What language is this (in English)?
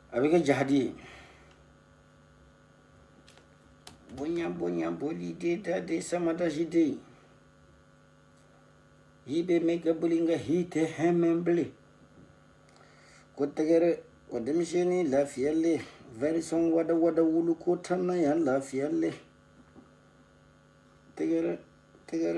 Bambara